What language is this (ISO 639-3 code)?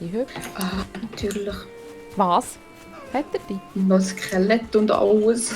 gsw